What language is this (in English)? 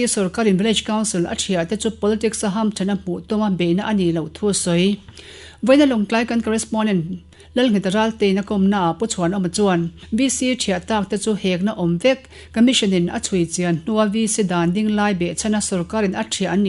Mizo